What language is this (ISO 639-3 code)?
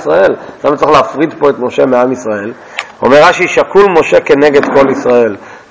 heb